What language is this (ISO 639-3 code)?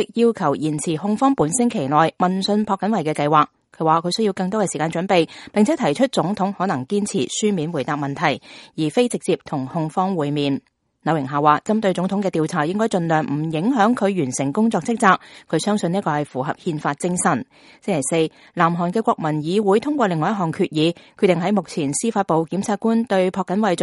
yue